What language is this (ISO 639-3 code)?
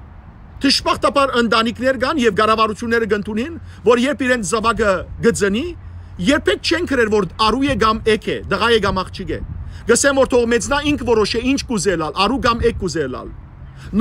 hyw